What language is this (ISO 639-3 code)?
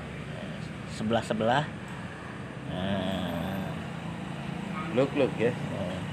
ind